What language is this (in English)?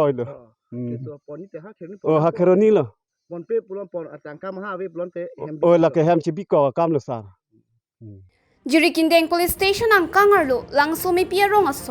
Karbi